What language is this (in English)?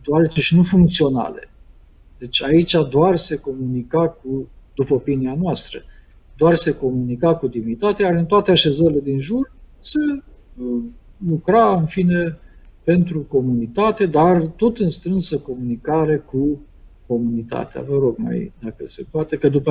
Romanian